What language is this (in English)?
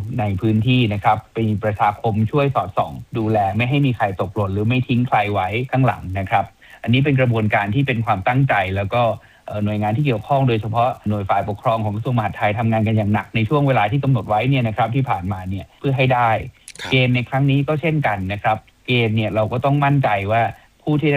Thai